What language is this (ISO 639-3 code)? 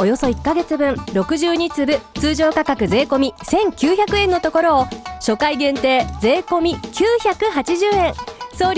jpn